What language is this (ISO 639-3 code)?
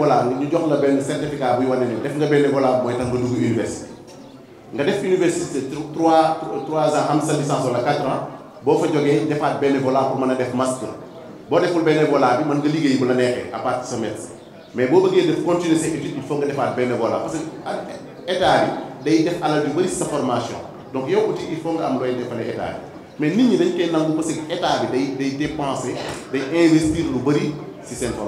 wol